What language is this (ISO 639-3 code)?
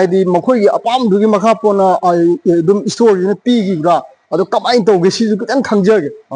mni